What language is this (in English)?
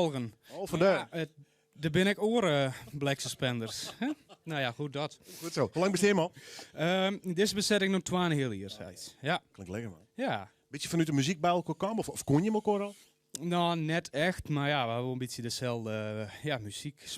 Western Frisian